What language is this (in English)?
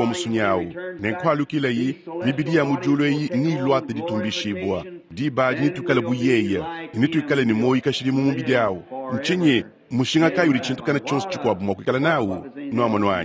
Luba-Lulua